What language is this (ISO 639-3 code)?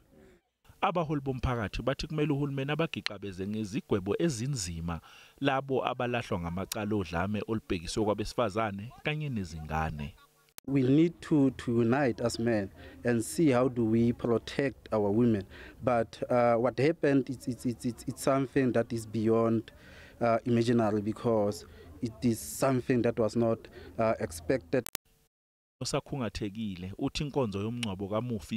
zul